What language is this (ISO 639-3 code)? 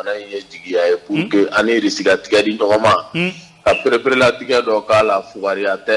bam